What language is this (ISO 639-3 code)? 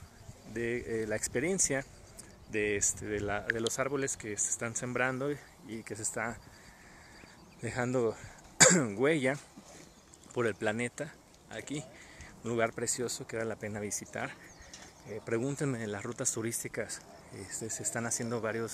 spa